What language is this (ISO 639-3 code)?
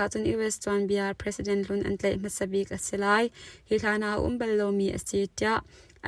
cnh